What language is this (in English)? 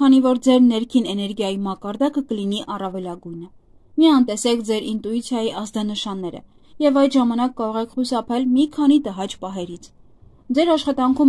Armenian